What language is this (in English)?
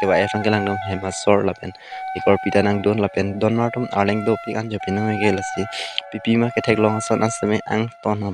Karbi